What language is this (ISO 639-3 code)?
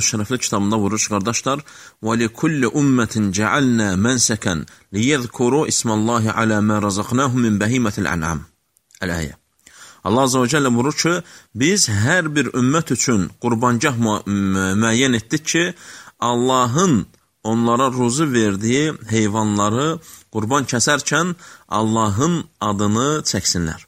aze